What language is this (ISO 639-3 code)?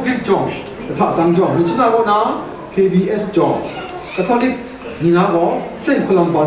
kac